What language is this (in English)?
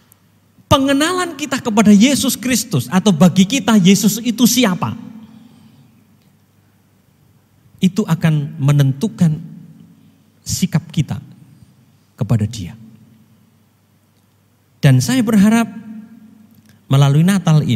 Indonesian